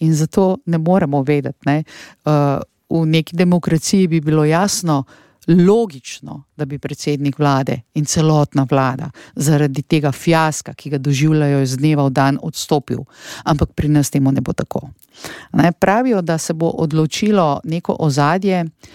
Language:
Slovenian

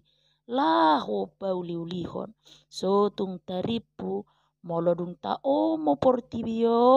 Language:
Batak Toba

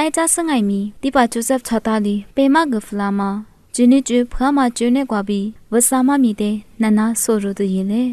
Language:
Lisu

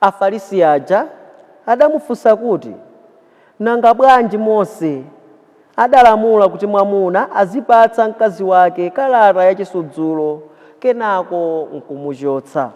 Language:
Nyanja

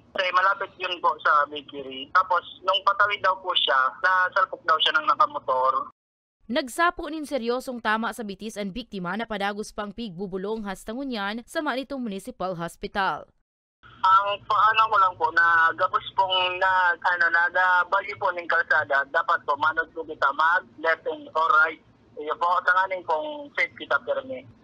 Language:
Bikol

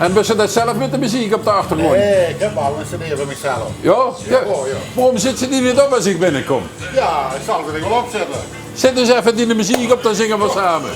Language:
Limburgish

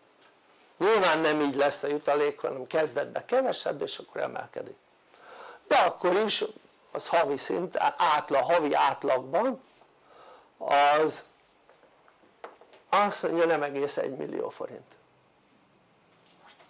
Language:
Hungarian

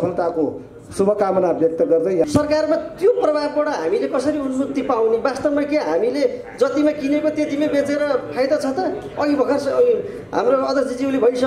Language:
Nepali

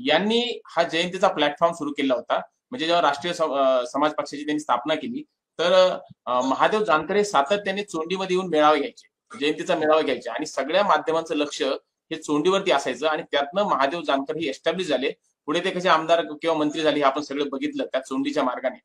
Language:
Marathi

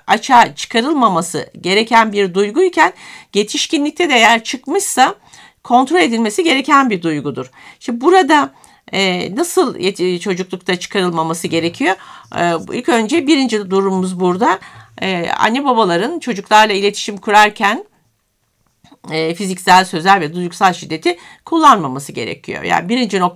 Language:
Turkish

